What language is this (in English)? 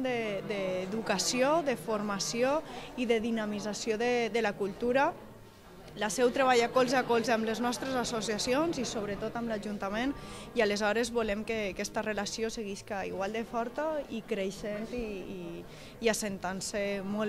Catalan